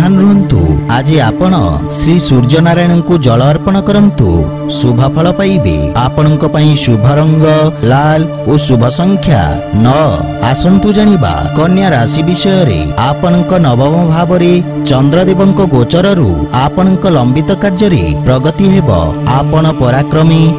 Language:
Odia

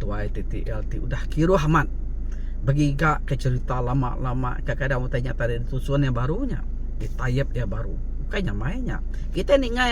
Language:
Iban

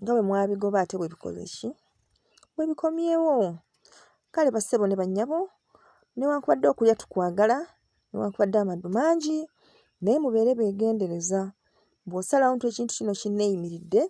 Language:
Ganda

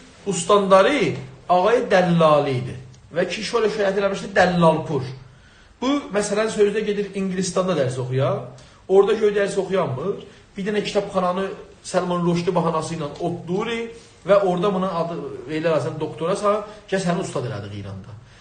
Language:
South Azerbaijani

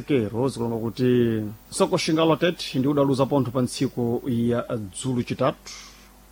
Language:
Sena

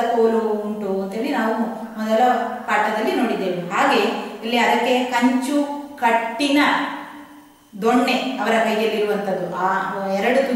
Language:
Kannada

